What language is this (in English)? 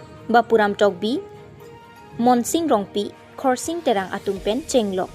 Karbi